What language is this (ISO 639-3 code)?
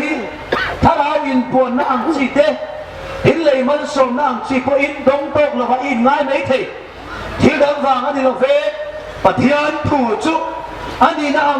hmr